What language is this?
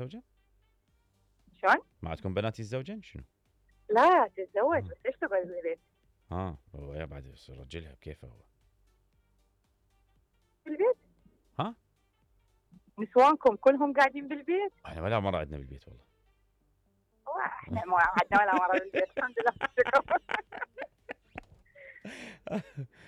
Mesopotamian Arabic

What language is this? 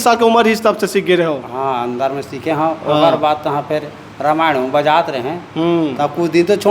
Chhattisgarhi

